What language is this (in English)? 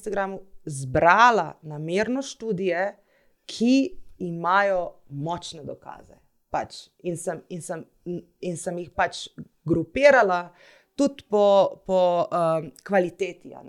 Slovenian